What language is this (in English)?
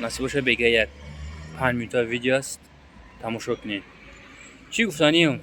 Tajik